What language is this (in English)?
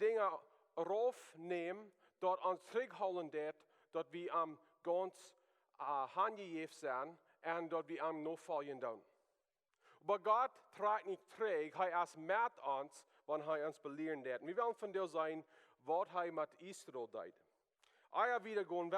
Plautdietsch